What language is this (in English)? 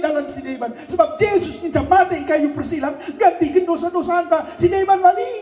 Batak Karo